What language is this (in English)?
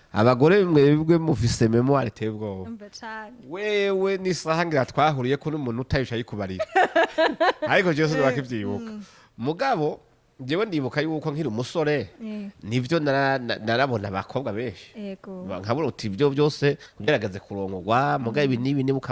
Rundi